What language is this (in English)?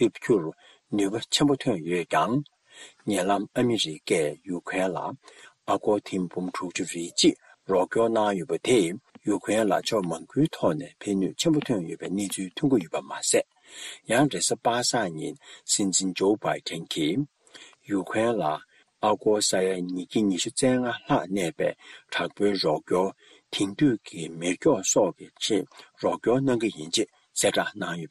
Tibetan